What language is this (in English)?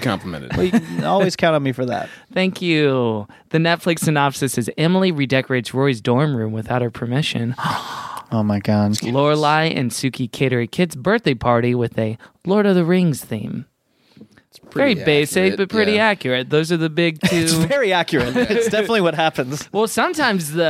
English